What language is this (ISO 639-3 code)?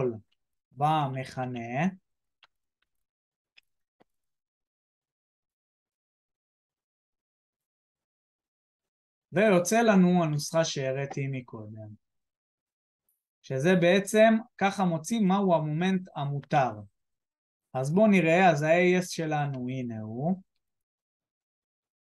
heb